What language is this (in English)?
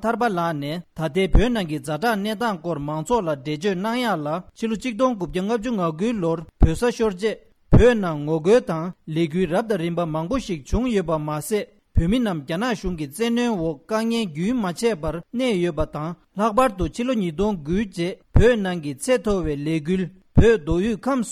Tibetan